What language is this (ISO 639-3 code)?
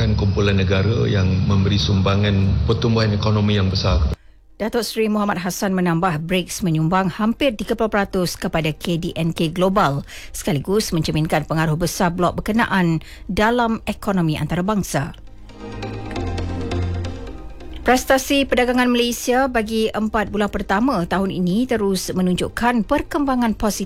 msa